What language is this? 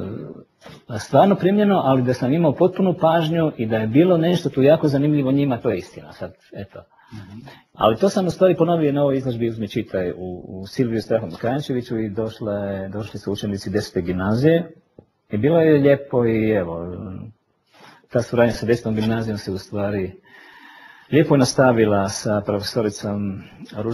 Croatian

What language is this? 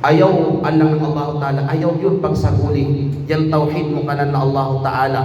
Kalagan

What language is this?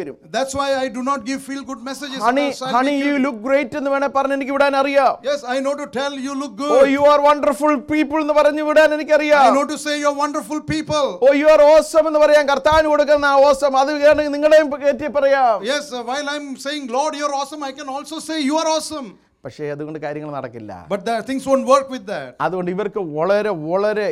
Malayalam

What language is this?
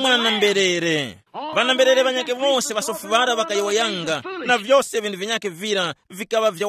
Tumbuka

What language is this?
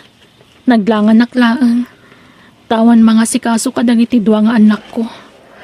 Iloko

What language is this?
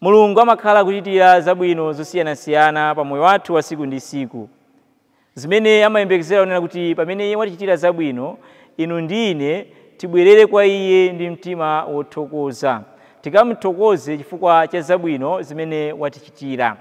Nyanja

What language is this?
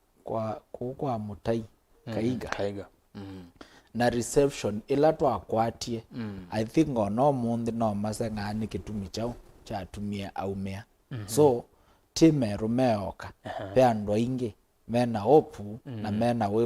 Kamba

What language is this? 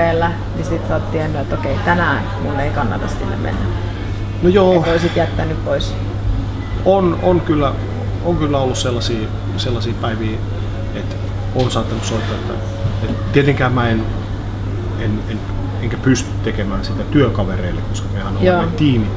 Finnish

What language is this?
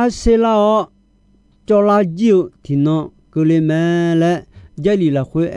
Akha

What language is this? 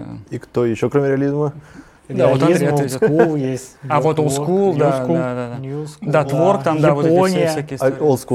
Russian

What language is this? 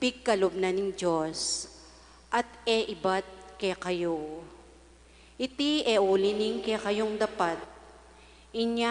Pampanga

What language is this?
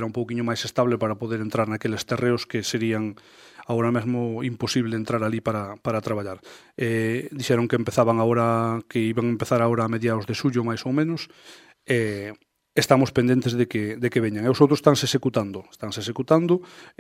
Galician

